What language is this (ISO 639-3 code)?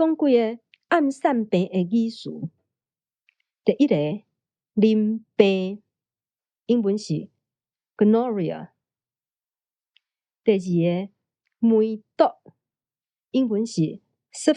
nan